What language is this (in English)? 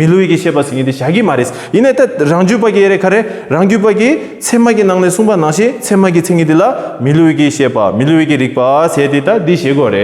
Tibetan